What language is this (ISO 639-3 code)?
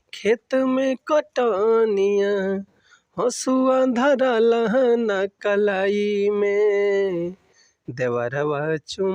bho